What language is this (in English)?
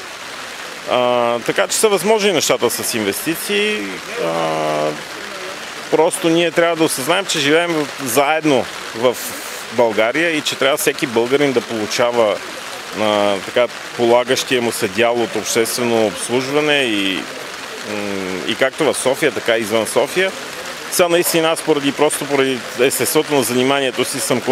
Bulgarian